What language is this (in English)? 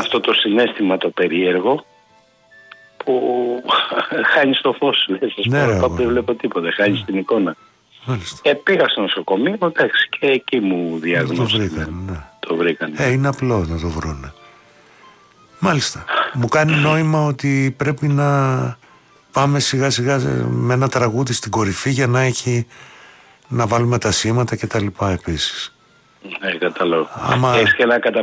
Greek